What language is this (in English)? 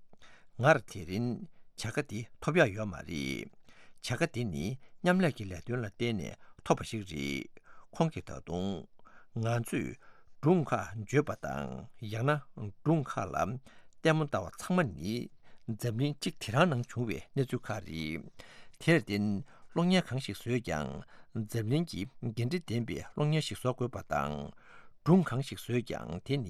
Tibetan